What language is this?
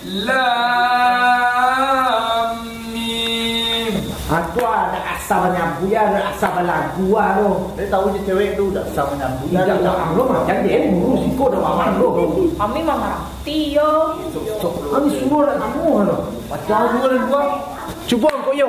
Minangkabau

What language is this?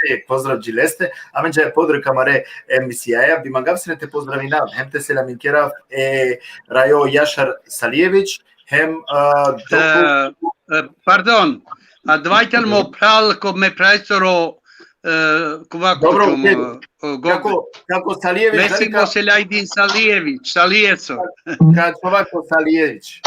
Balkan Romani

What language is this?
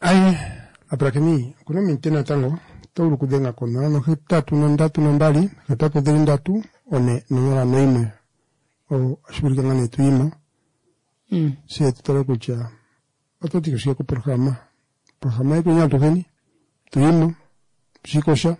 Kuanyama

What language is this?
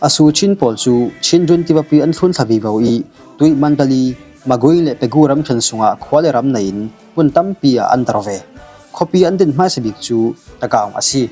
Falam Chin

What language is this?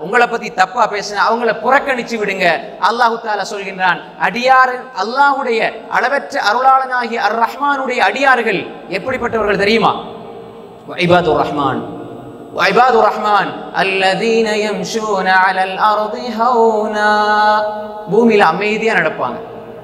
Tamil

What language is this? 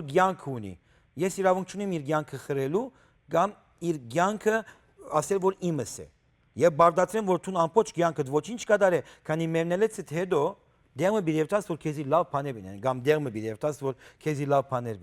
Western Armenian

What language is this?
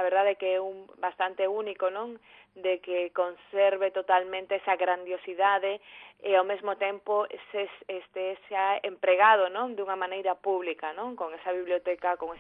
Galician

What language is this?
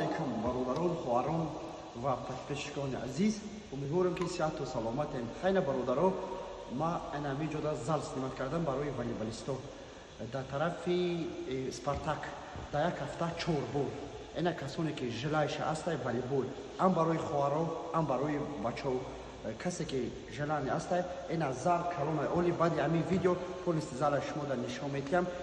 Tajik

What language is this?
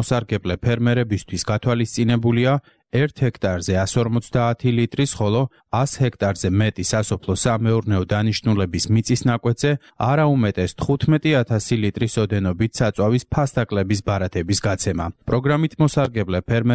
Georgian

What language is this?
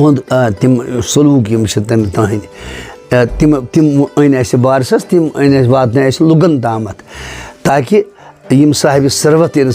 Kashmiri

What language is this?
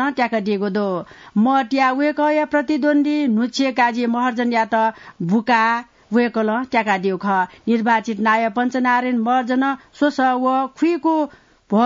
Newari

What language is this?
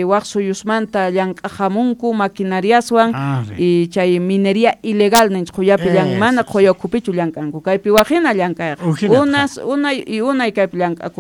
Quechua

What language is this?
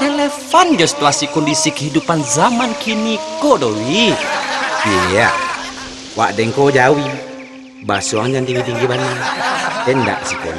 Minangkabau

